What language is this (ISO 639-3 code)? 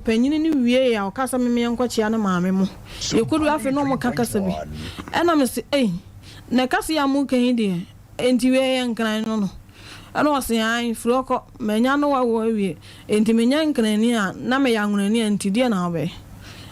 aka